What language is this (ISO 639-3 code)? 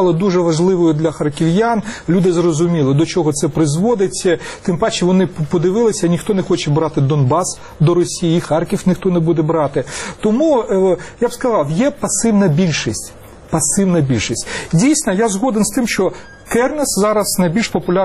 ukr